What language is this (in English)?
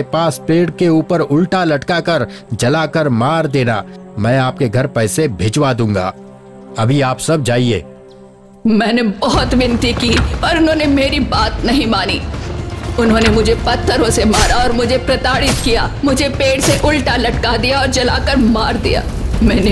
Hindi